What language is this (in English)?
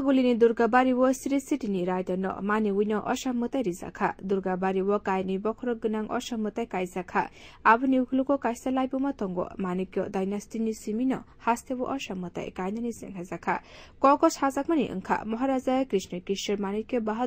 Kok Borok